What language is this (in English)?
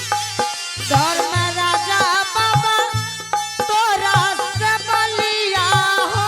Angika